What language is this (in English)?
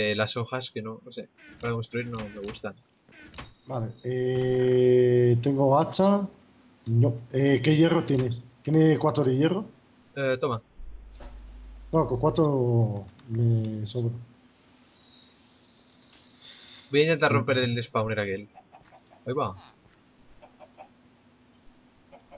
Spanish